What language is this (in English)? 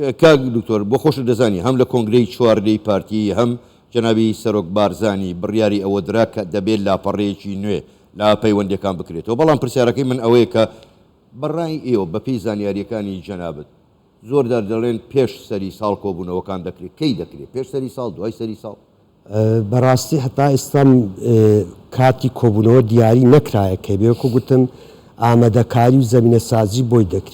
Central Kurdish